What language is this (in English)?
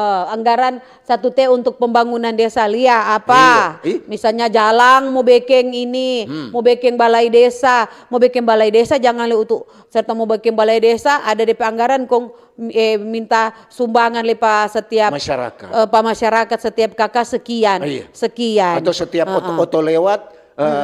Manado Malay